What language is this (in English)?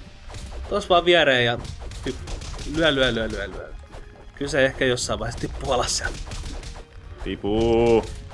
Finnish